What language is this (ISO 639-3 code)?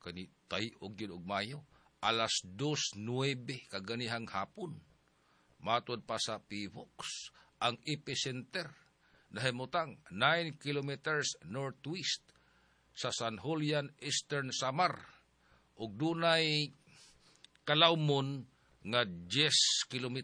ceb